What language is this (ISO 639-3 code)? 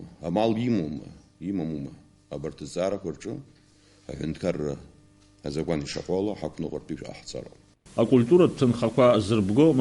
abk